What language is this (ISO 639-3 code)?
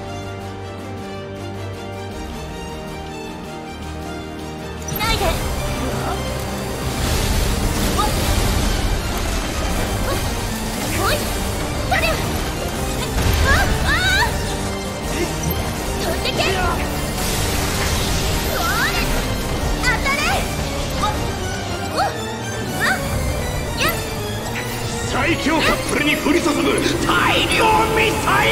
jpn